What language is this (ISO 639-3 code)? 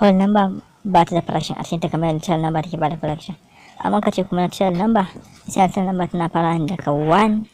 hau